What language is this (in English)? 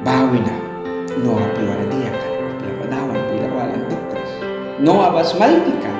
Mískito